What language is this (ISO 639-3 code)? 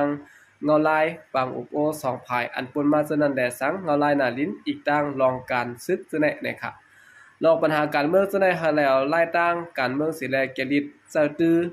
shn